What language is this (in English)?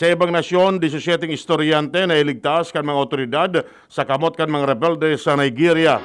Bikol